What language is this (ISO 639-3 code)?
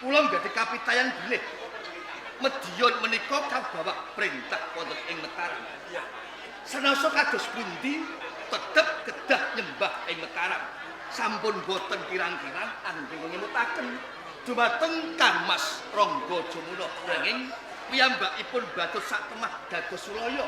jav